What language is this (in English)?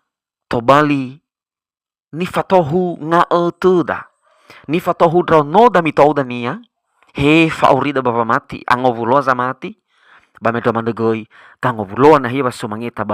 Nias